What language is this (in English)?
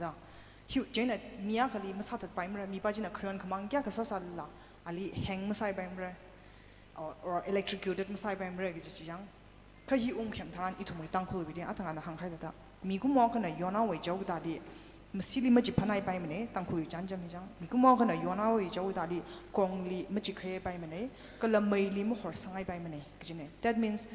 Tangkhul Naga (India)